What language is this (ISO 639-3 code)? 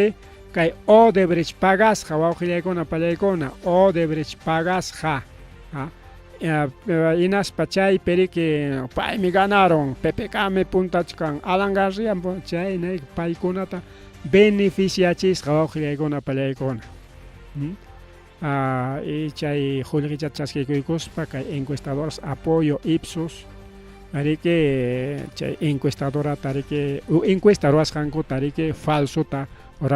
quy